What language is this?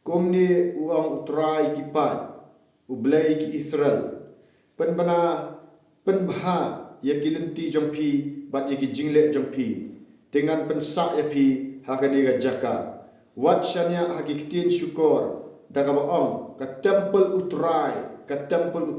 Khasi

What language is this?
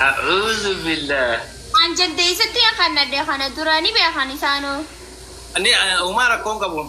Oromo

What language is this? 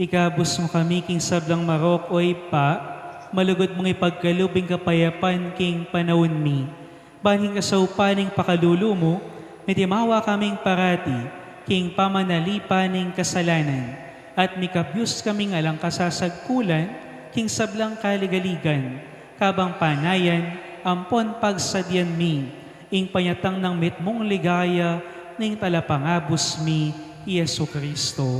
Pampanga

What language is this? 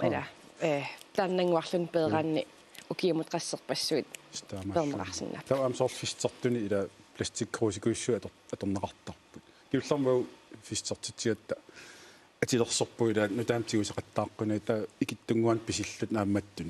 Kalaallisut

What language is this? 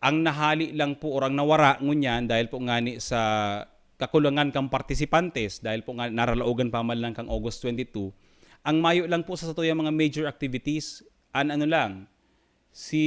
Bikol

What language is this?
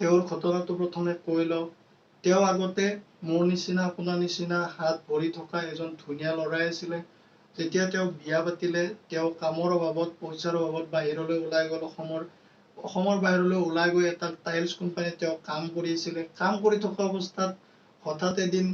Assamese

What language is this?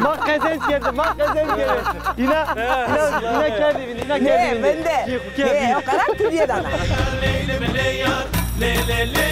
Zaza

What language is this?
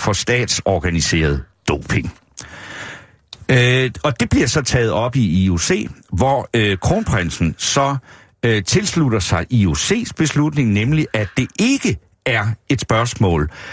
Danish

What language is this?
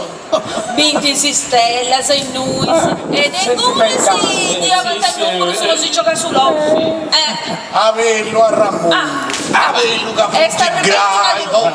Sardinian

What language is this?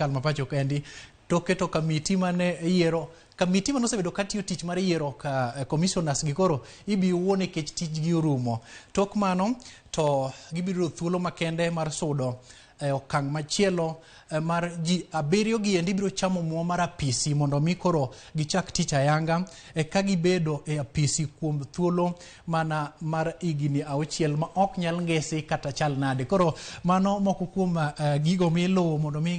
Luo (Kenya and Tanzania)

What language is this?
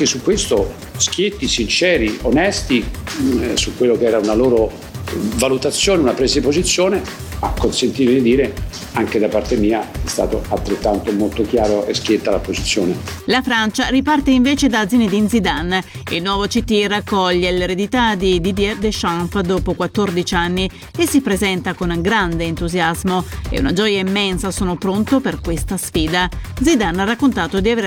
Italian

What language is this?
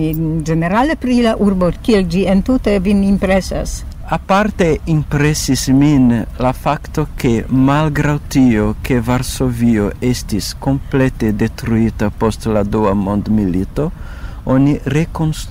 Esperanto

